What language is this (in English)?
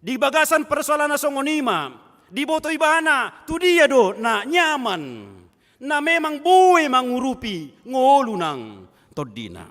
Batak Toba